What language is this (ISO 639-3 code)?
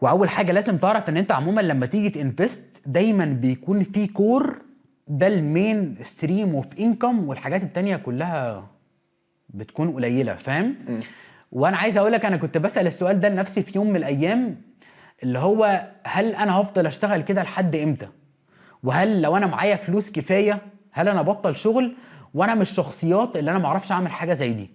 arz